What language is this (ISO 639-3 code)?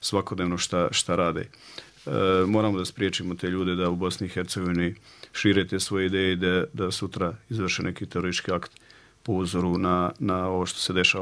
bos